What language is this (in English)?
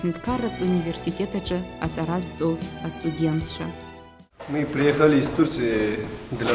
Abkhazian